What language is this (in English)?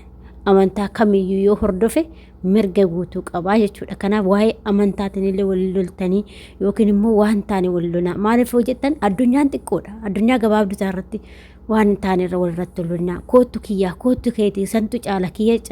Oromo